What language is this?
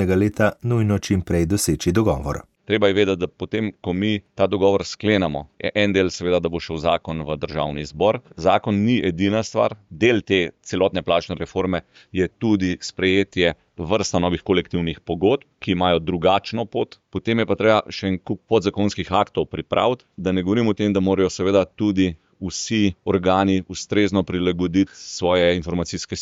Slovenian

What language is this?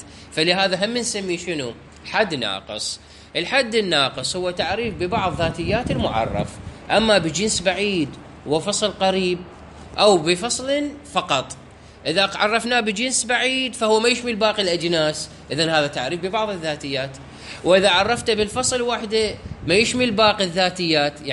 Mesopotamian Arabic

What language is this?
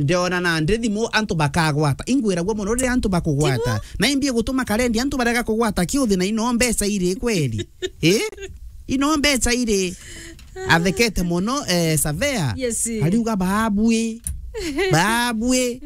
Meru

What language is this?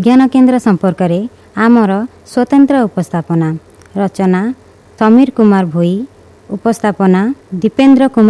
Odia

